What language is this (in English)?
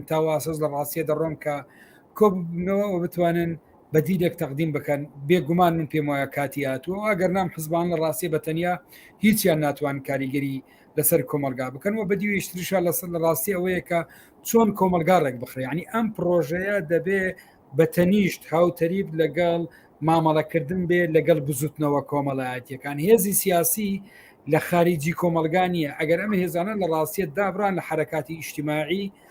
Central Kurdish